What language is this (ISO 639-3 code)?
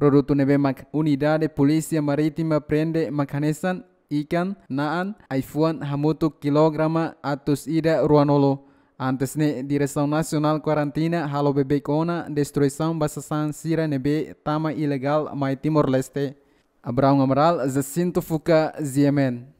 tet